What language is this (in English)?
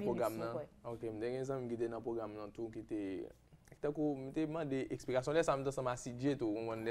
Haitian Creole